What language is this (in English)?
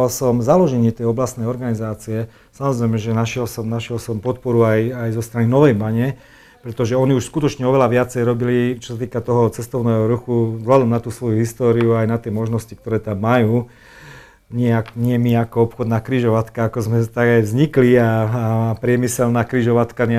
Slovak